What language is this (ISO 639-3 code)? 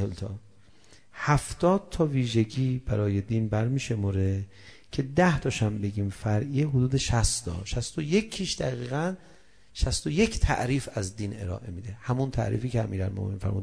fas